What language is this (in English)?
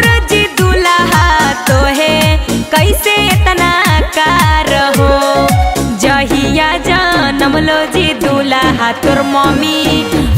Magahi